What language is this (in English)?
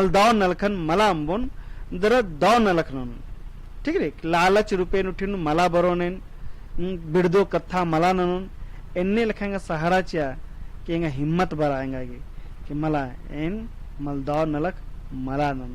Kurukh